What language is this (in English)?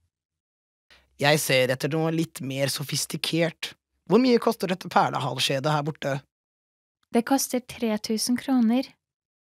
Norwegian